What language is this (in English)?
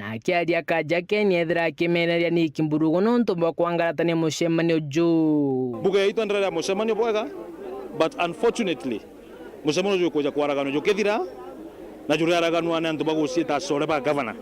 Meru